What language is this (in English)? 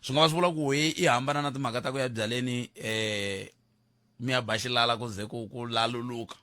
Tsonga